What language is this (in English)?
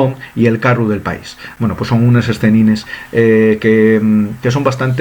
Asturian